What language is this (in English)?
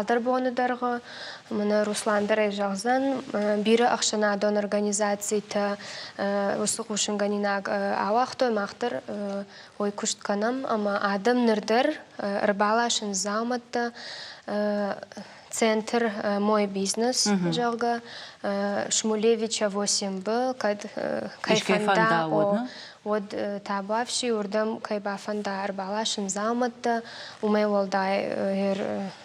Ossetic